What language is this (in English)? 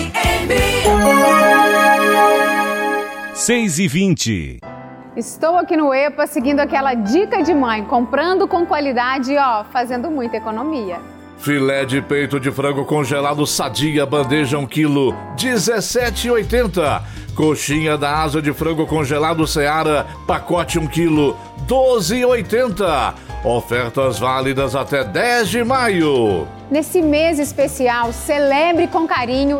Portuguese